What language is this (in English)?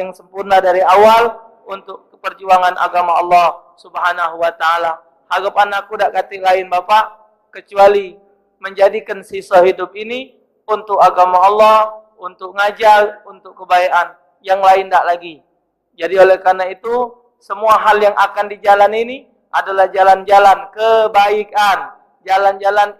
Musi